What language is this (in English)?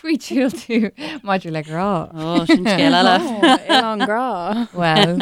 Irish